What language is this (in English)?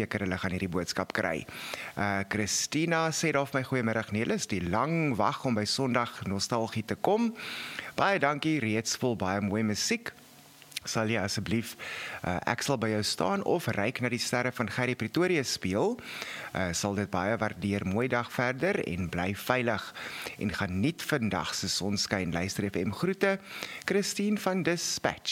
Afrikaans